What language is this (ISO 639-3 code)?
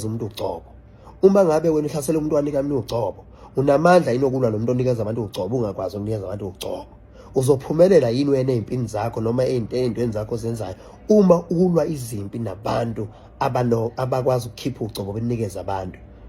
zul